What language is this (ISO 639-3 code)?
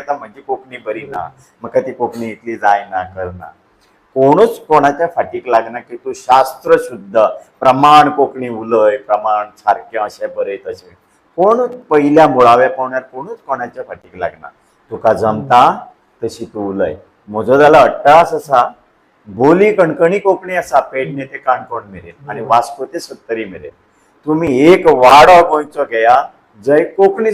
kok